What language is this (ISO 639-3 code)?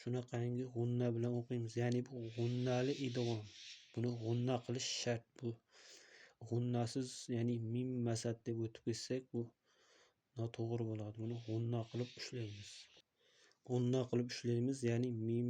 uzb